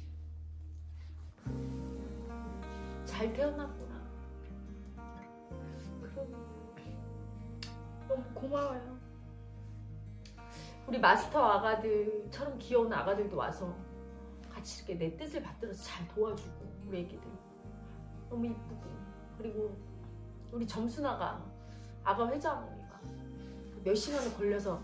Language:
Korean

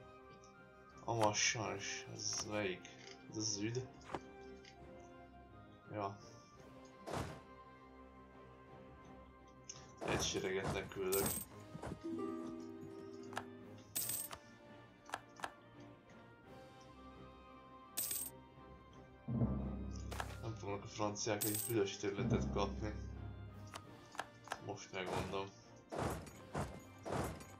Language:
Hungarian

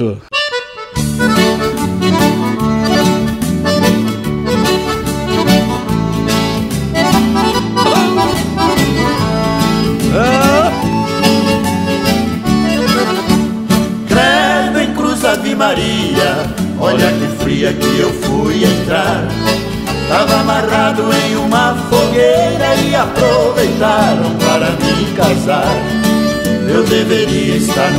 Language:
Portuguese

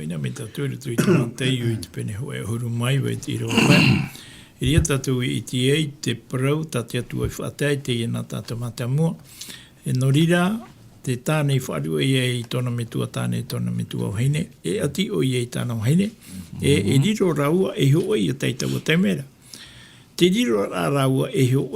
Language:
Tahitian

